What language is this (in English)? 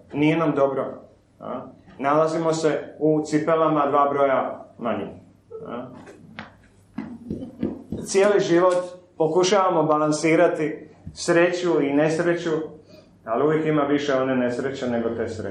Croatian